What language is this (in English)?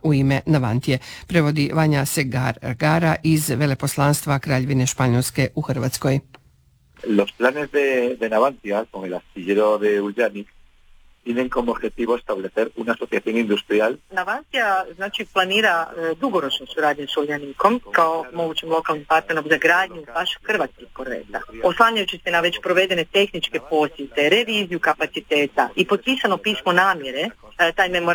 Croatian